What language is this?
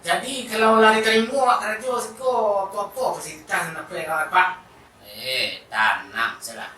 Minangkabau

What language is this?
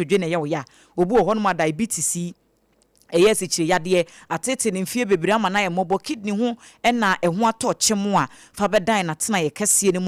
Akan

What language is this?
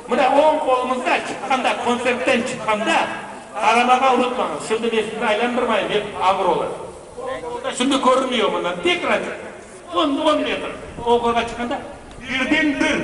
Crimean Tatar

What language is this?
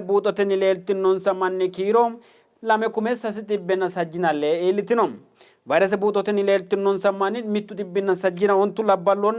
Sidamo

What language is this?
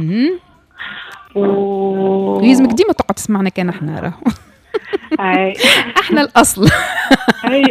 Tunisian Arabic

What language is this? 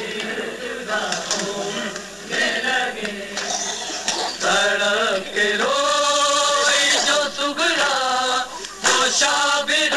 Urdu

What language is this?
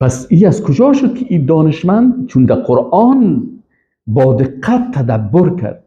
Persian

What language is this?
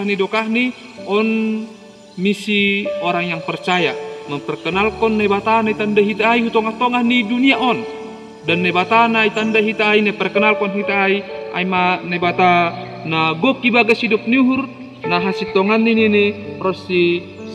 Batak Simalungun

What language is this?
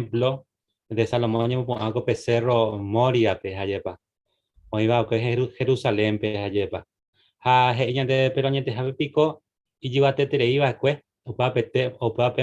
Guarani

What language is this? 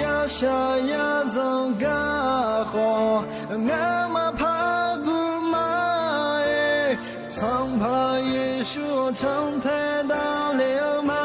Akha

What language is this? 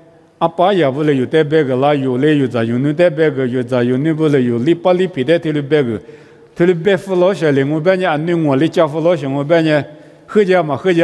Lisu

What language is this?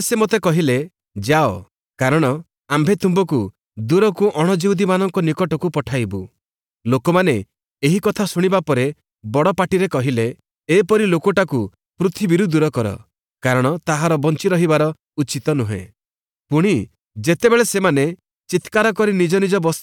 Odia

